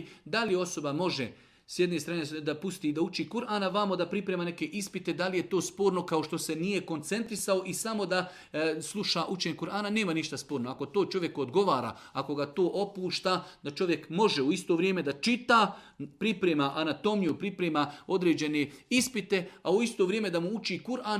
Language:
Serbian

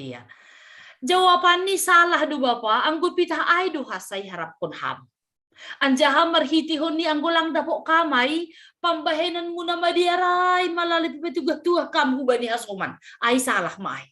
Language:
Batak Simalungun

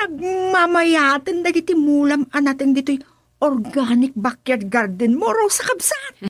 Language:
Iloko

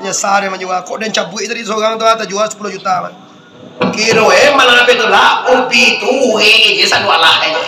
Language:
Minangkabau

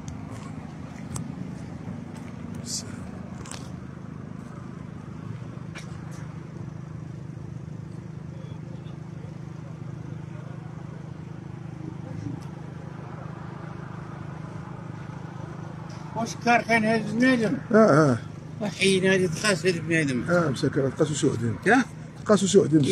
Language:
Moroccan Arabic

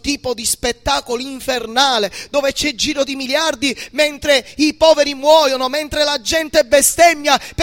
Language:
Italian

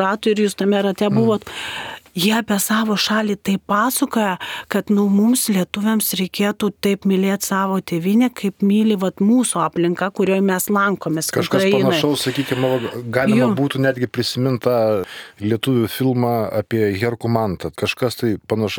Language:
Lithuanian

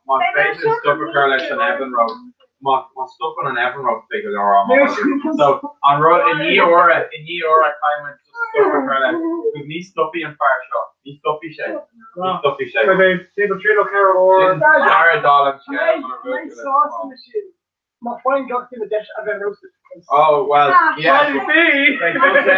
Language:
Irish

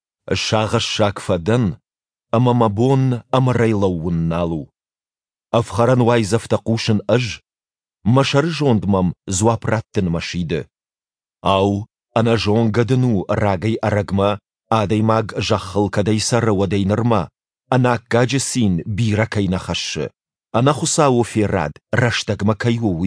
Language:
Ossetic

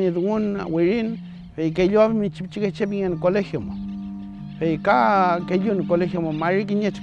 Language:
Mapuche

